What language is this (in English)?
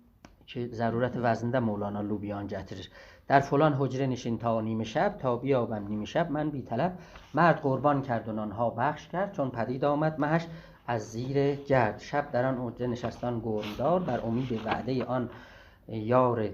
South Azerbaijani